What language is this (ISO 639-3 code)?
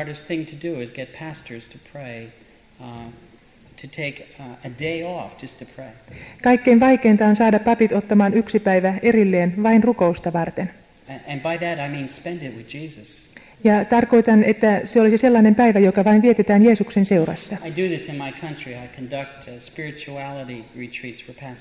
fin